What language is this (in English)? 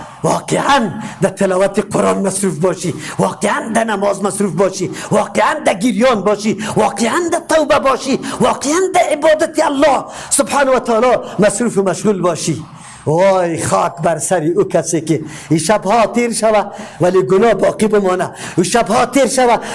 Persian